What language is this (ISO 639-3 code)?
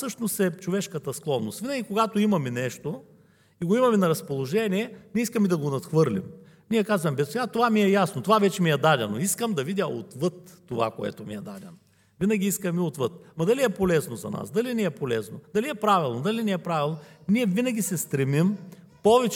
bul